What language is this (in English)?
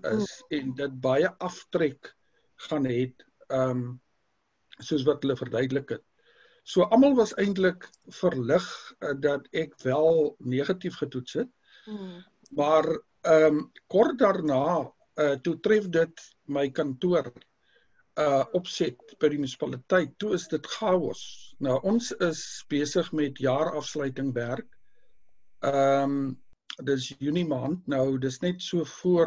Afrikaans